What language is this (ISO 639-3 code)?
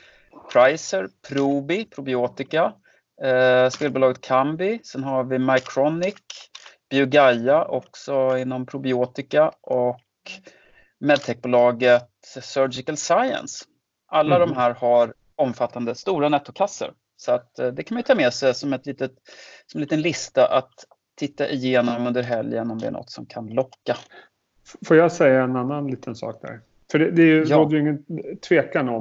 swe